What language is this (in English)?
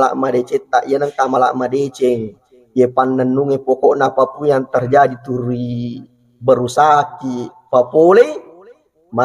Buginese